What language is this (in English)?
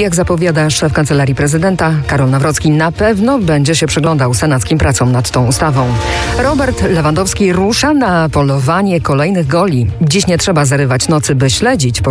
Polish